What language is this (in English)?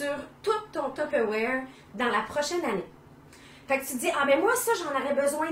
French